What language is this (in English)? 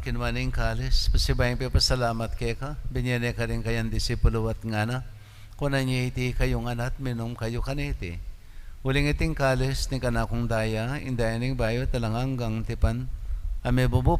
Pampanga